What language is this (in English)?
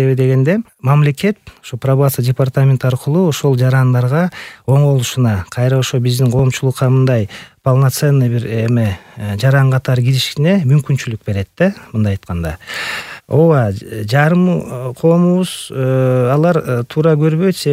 Kyrgyz